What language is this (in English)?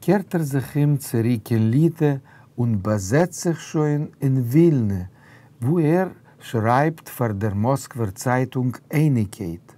Yiddish